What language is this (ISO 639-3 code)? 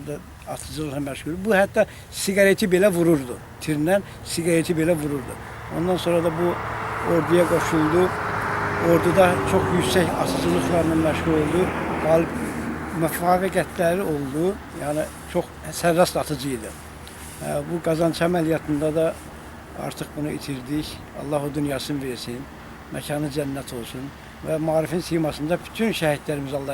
aze